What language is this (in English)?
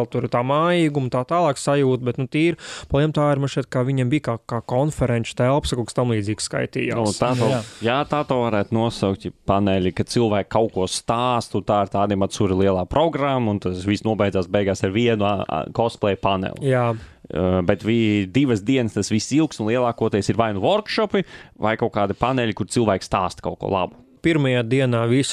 Latvian